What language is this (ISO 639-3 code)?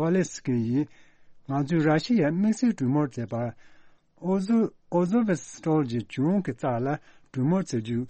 bod